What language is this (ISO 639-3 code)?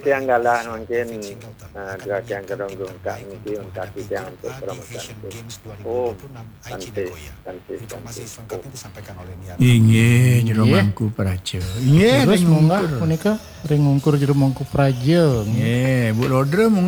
ban